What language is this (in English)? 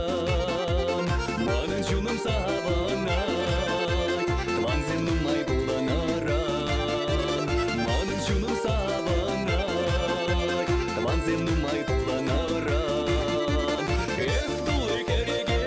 Chuvash